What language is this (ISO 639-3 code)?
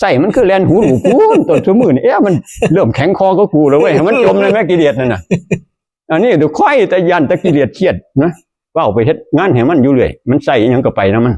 tts